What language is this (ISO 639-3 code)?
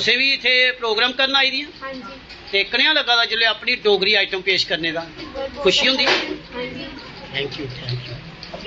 doi